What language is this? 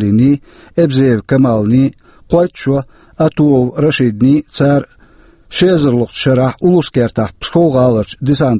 Chechen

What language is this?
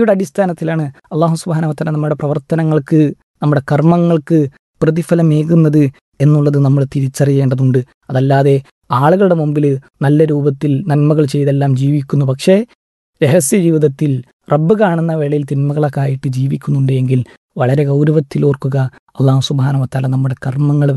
Malayalam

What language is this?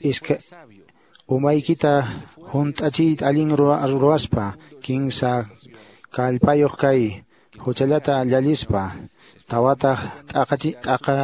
Quechua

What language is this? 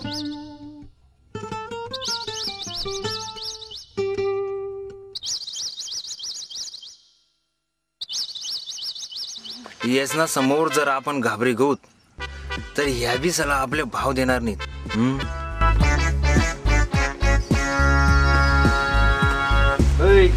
Marathi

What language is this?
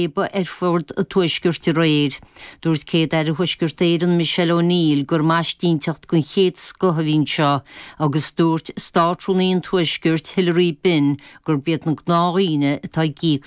Irish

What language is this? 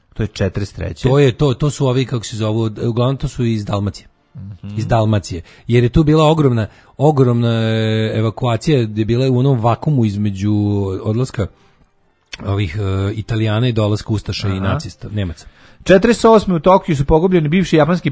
Serbian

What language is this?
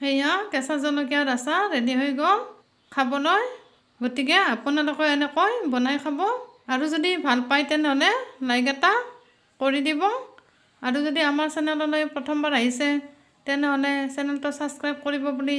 Assamese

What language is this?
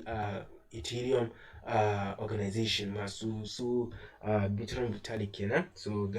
Hausa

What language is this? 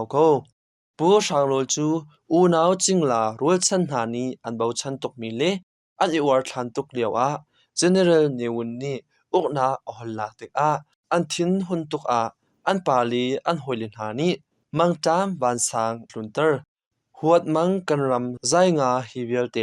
Hakha Chin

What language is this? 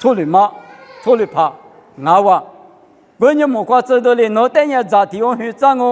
Lisu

